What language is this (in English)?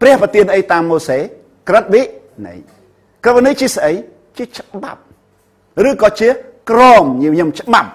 Khmer